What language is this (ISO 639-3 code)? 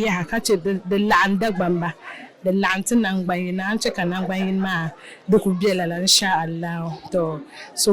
dag